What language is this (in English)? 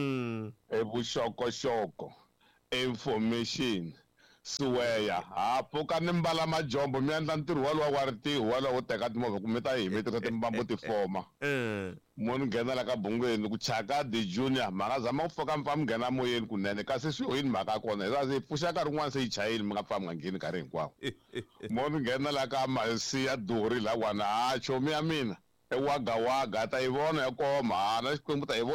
Tsonga